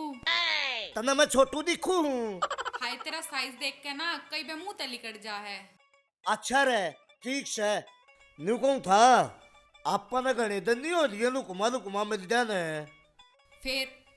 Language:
Haryanvi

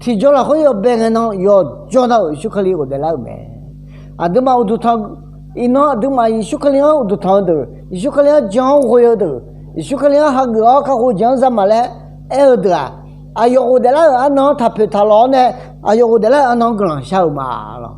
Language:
Akha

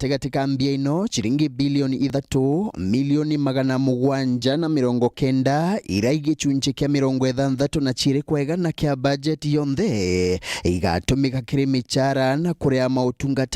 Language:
Meru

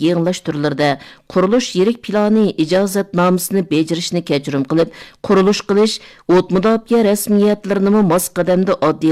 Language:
Uyghur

